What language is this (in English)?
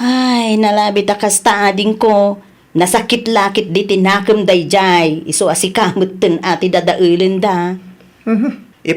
Iloko